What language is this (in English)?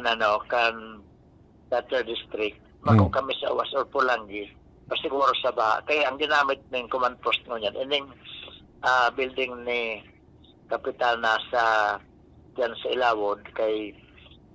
Bikol